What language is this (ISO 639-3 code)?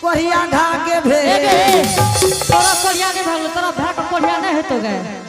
anp